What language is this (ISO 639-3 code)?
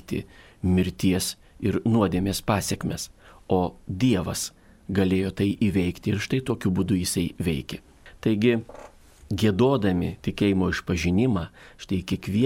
lit